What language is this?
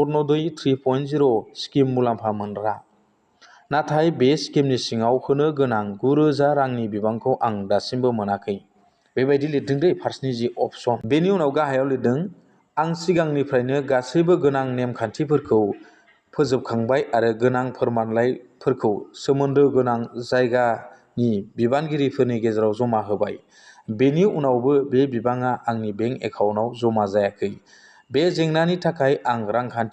Bodo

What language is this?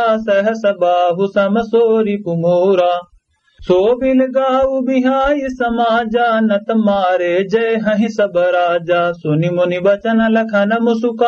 Awadhi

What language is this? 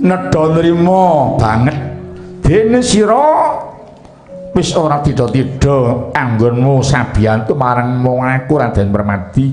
Javanese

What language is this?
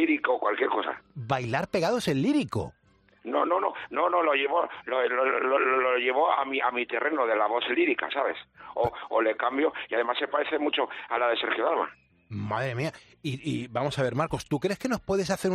Spanish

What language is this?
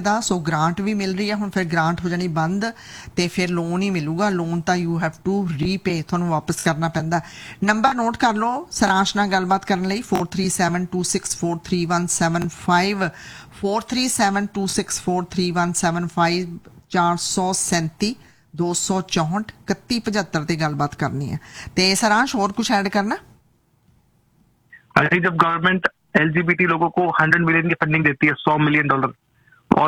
Punjabi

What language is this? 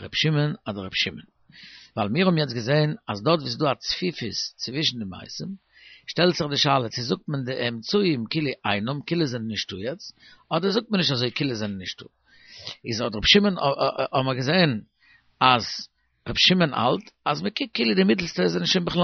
Yiddish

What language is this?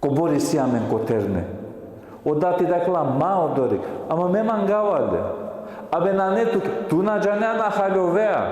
Balkan Romani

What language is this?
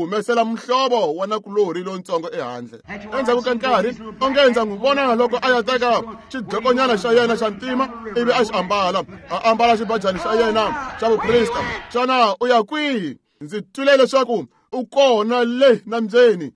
Tsonga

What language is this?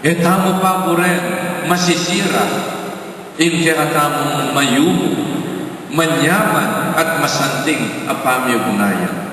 Pampanga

